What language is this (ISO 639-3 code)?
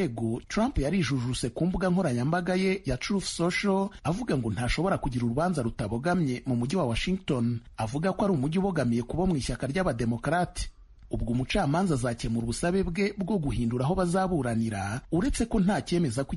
kin